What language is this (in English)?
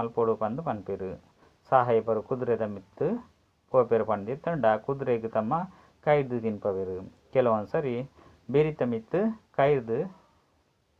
Tulu